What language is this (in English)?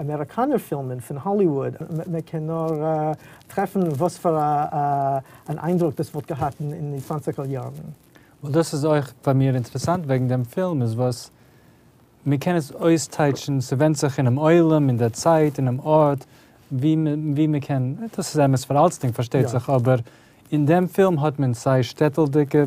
Yiddish